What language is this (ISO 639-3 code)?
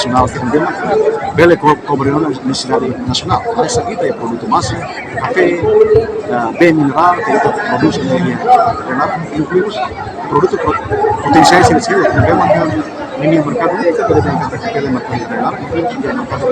tet